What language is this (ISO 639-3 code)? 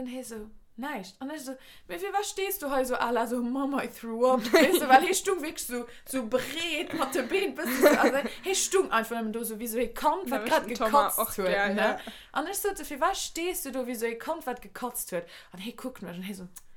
ltz